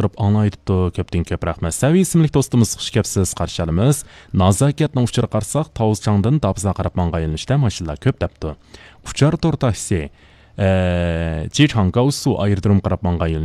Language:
Uyghur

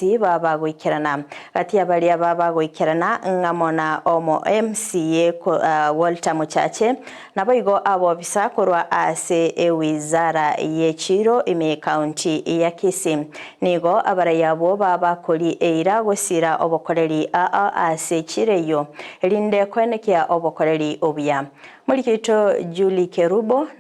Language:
Gusii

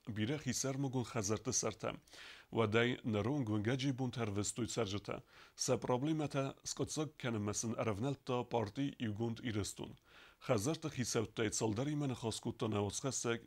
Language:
Ossetic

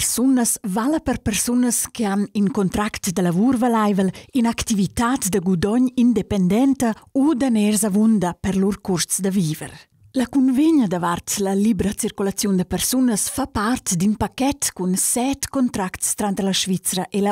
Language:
Romansh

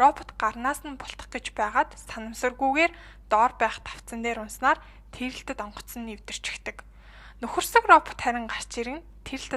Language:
Mongolian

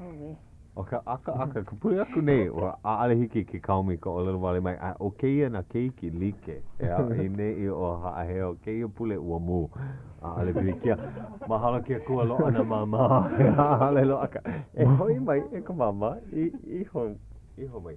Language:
Hawaiian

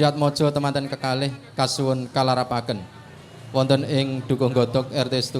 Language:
Javanese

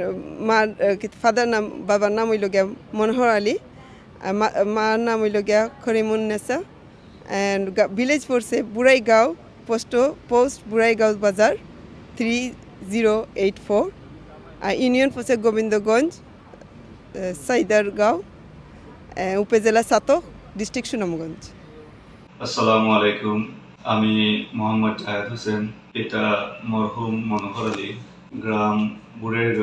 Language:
Sylheti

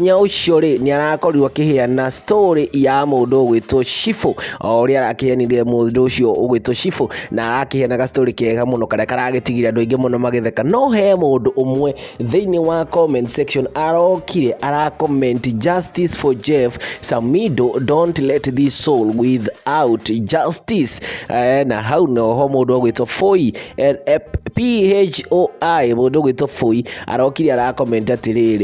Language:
Kikuyu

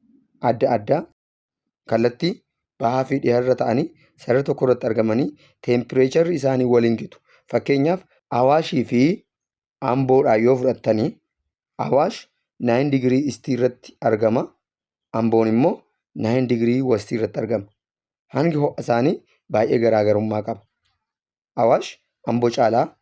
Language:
Oromo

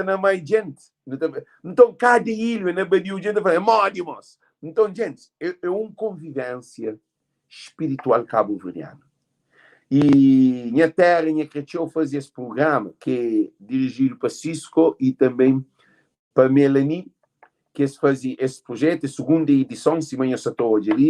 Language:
Kabuverdianu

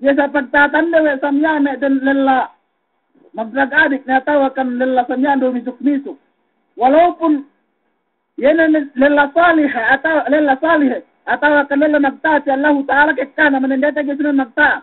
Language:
Yakan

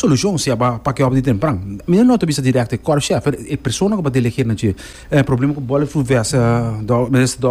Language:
Papiamento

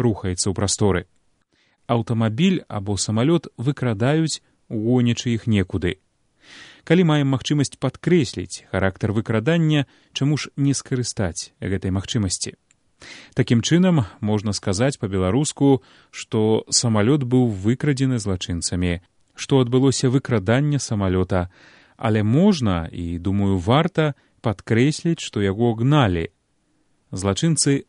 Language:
Belarusian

